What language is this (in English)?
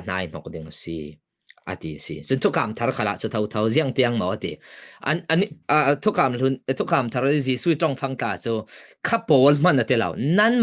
Falam Chin